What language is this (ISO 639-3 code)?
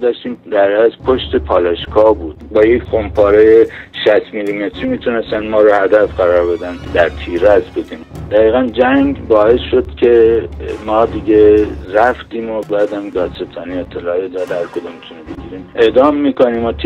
fas